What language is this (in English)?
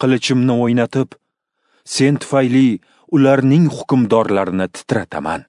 Uzbek